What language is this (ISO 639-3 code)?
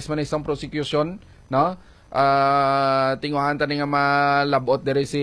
hil